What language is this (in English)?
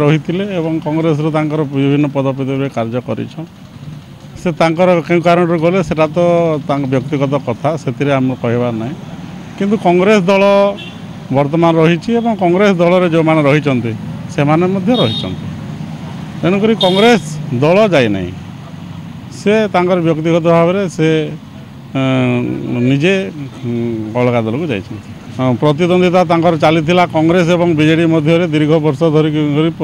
Odia